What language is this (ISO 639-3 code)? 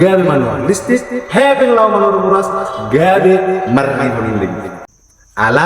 bbc